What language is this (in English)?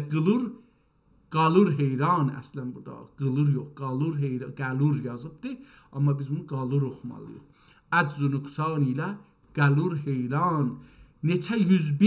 South Azerbaijani